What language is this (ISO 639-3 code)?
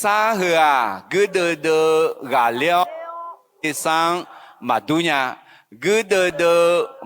ahk